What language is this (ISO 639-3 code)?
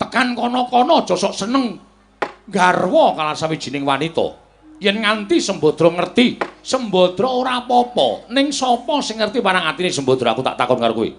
jav